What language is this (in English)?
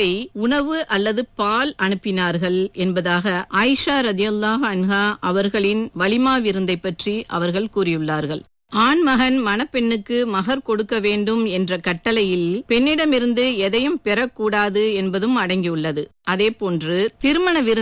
Tamil